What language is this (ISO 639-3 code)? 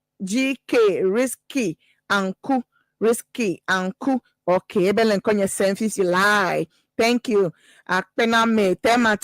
ewe